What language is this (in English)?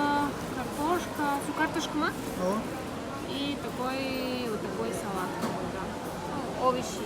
Kara-Kalpak